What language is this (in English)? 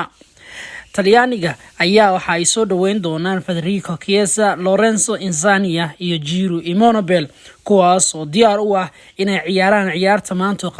Somali